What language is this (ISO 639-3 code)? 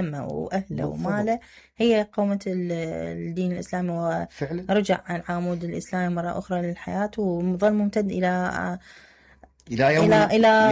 acm